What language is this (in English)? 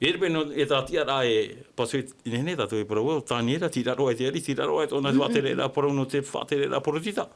Tahitian